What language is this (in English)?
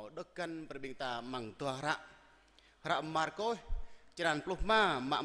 Jarai